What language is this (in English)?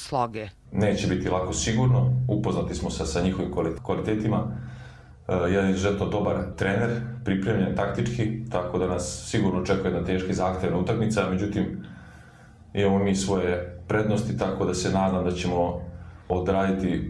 Croatian